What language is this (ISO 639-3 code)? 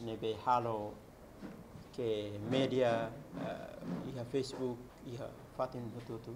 tet